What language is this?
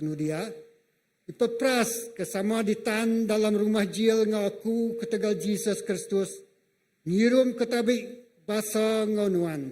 Iban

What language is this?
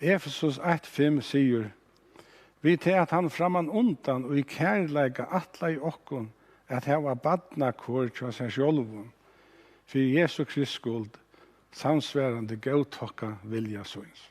Faroese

